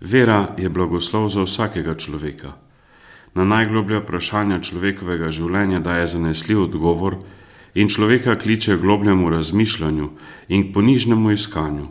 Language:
Slovenian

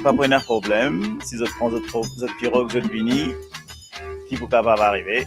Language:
Morisyen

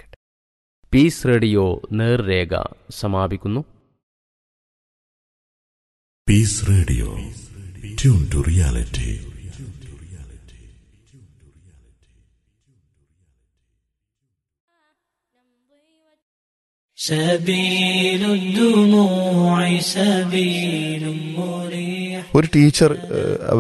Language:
Malayalam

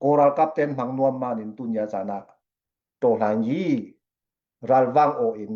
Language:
Falam Chin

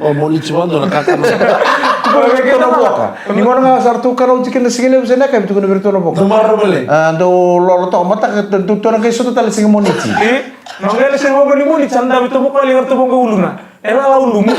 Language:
Fijian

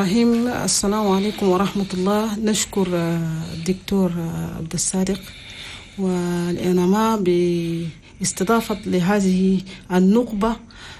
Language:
Chadian Arabic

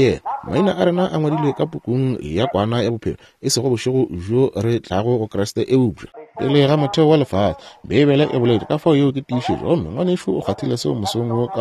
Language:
Northern Sotho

